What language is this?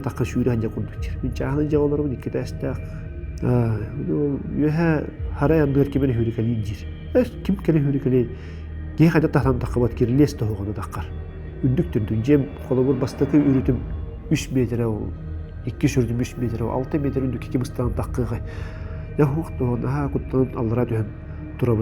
Yakut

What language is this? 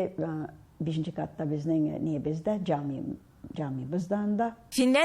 Tatar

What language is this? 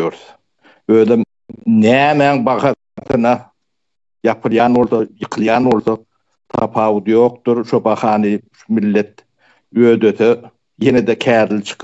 Turkmen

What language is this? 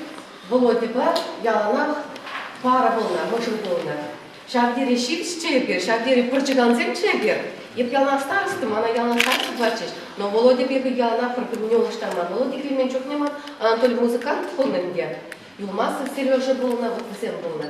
Chuvash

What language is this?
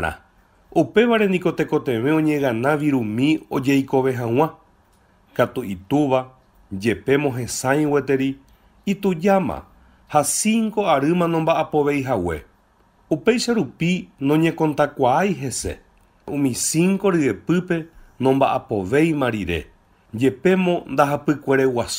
Guarani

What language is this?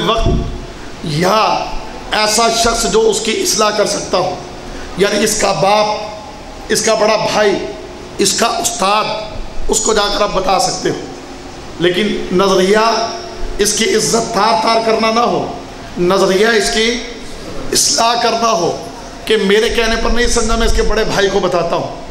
Urdu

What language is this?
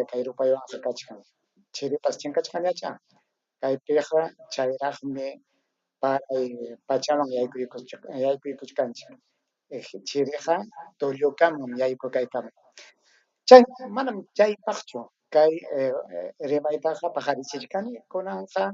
Ayacucho Quechua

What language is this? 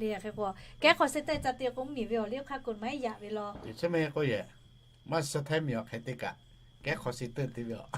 Lahu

